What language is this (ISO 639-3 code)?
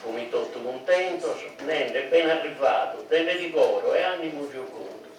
srd